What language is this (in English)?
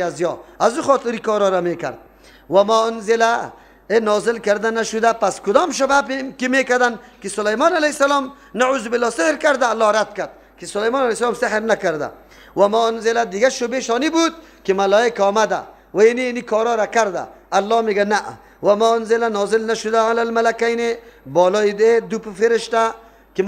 Persian